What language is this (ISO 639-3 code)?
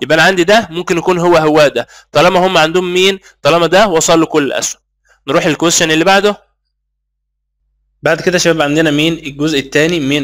arz